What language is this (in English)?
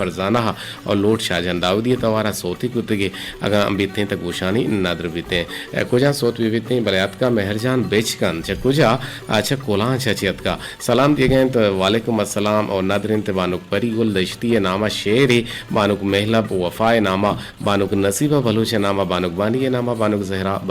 Eastern Balochi